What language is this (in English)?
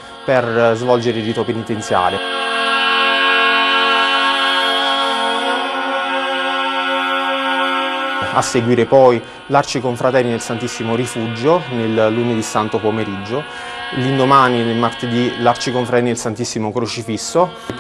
Italian